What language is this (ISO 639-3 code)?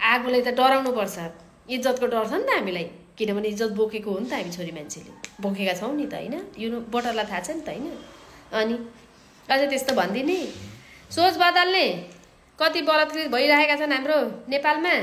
nep